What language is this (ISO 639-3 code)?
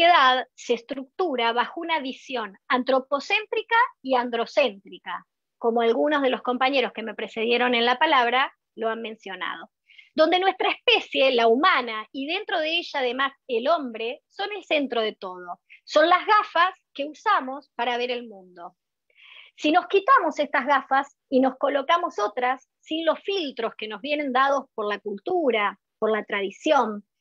spa